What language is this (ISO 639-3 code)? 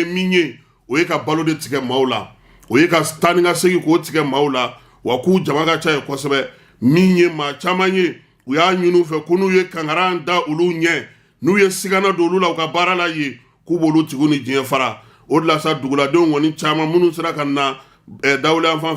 bam